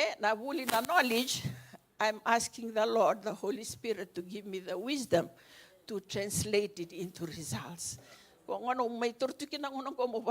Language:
Fijian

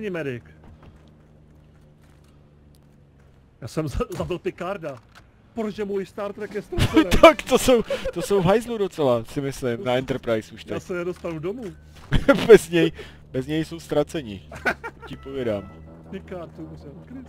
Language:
Czech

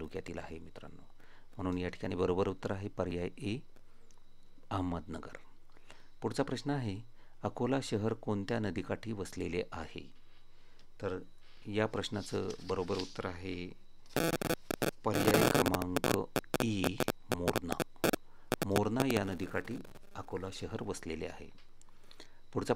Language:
Marathi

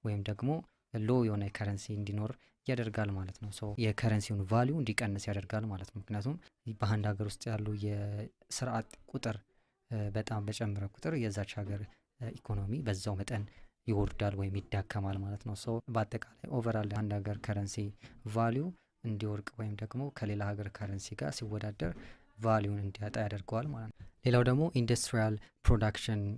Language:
Amharic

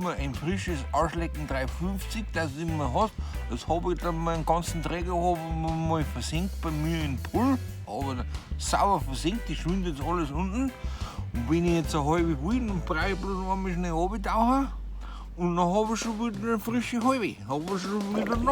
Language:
Bavarian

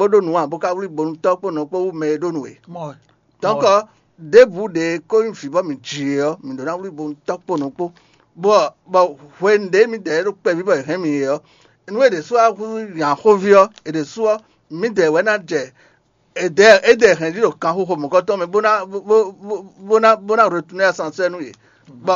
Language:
Fon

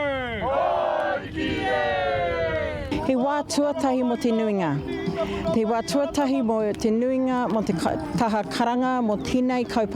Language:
Māori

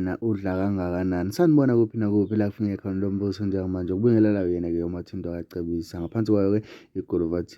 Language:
Zulu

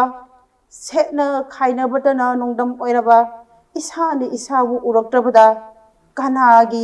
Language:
Manipuri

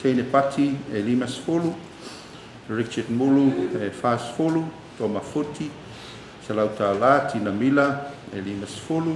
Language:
Samoan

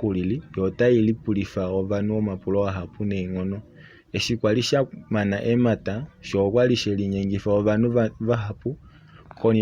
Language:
Kuanyama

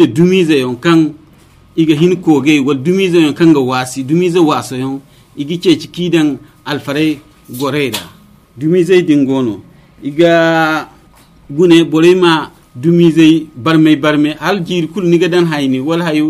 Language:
Zarma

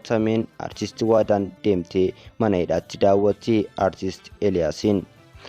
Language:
Oromo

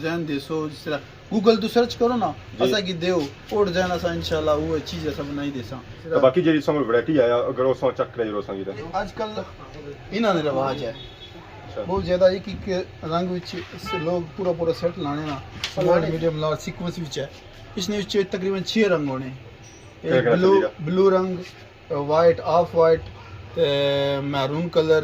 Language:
Pahari-Potwari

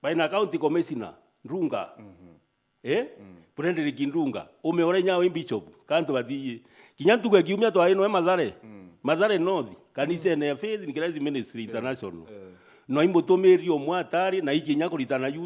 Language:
Meru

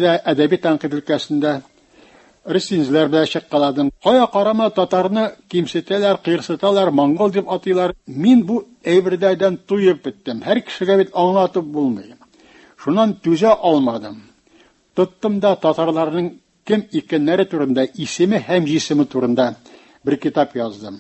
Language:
Tatar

